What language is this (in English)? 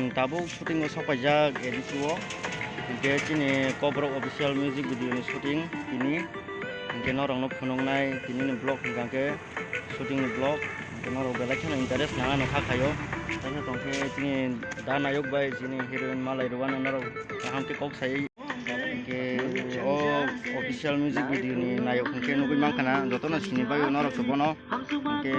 Kok Borok